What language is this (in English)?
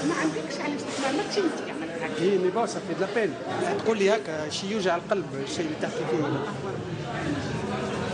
Tunisian Arabic